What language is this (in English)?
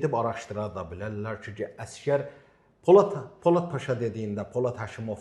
Azerbaijani